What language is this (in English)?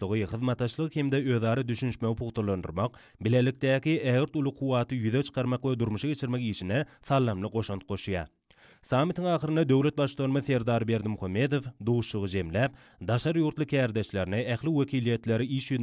Turkmen